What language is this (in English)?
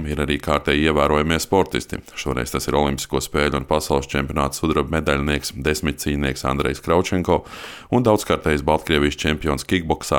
Latvian